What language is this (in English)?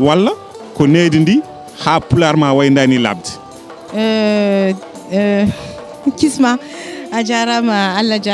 Fula